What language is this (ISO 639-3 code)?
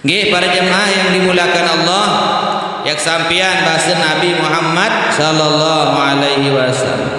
sas